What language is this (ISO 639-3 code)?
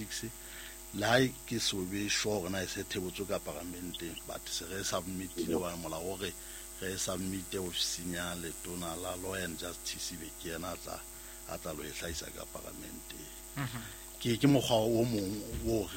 sot